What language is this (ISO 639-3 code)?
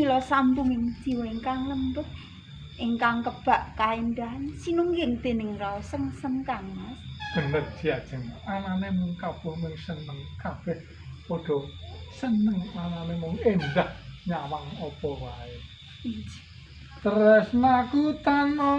jav